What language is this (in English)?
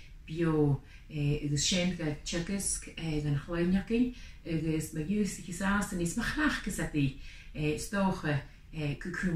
Scottish Gaelic